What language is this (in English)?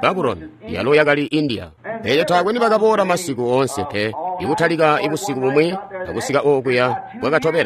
Tonga (Zambia)